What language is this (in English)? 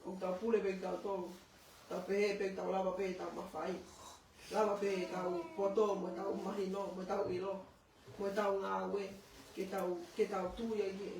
Tongan